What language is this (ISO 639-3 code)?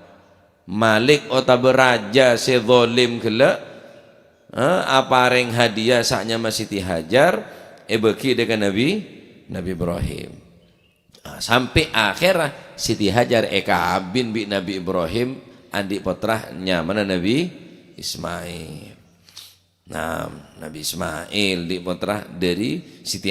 mad